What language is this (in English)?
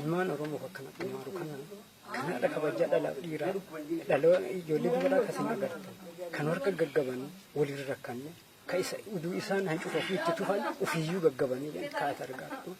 Oromo